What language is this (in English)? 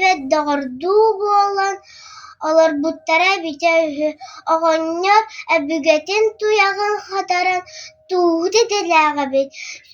Yakut